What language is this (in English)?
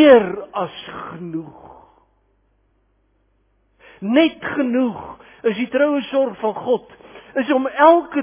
Afrikaans